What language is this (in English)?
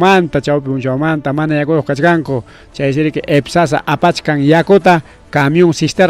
Ayacucho Quechua